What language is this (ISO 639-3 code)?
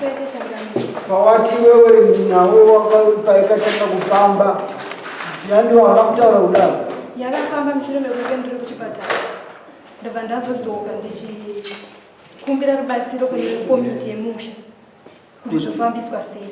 sna